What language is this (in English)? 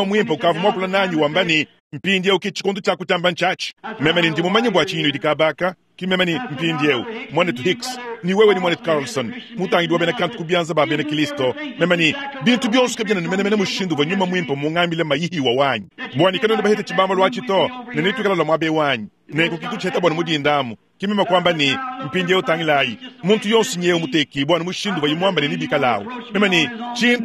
Luba-Lulua